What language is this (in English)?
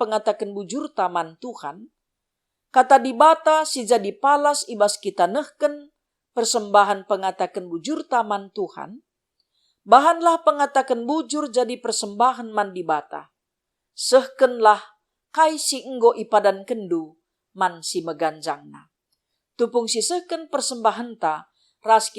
Batak Karo